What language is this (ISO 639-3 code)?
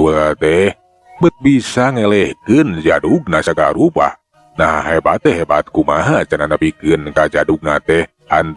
sun